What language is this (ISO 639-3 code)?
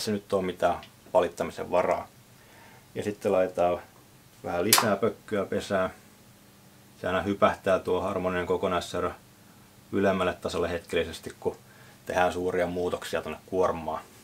fin